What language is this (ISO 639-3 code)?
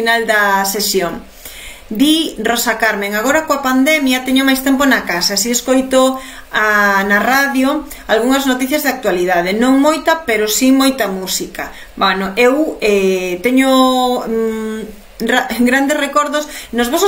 glg